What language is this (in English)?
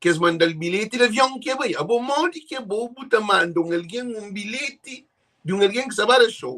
Kabuverdianu